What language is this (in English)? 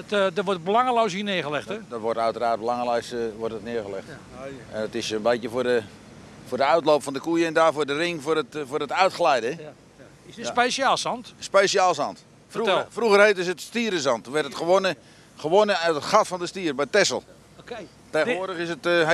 Dutch